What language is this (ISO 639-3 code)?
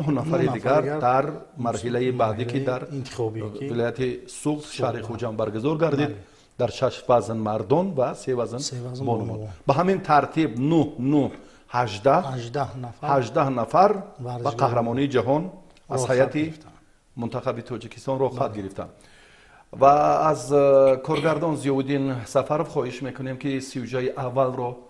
tgk